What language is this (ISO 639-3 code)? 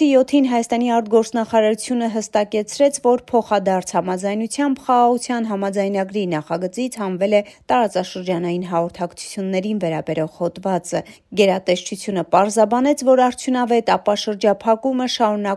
hye